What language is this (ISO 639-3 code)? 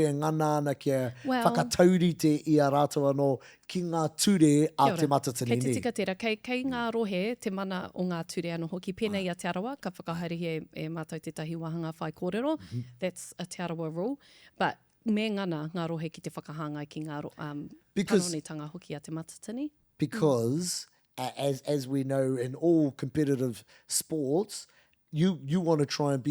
mri